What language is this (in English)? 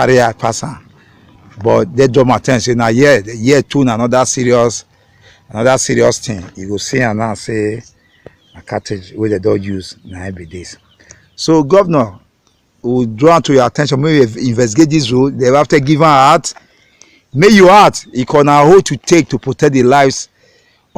Nigerian Pidgin